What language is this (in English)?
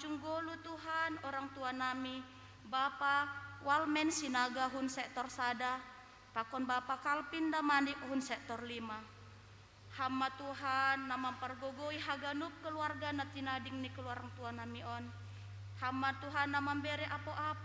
Batak Simalungun